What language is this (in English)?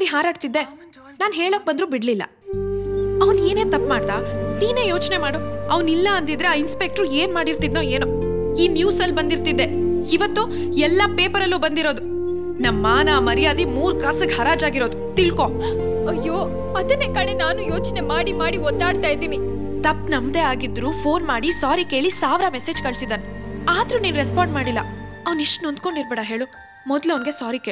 Kannada